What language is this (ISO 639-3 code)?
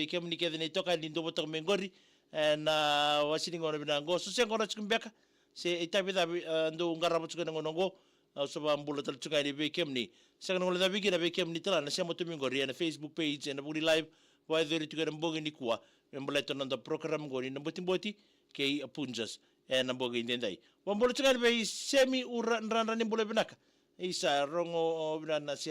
fij